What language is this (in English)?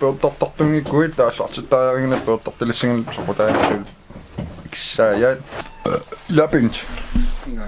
Kalaallisut